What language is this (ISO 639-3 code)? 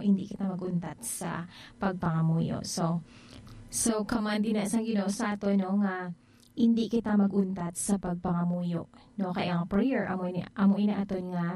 hil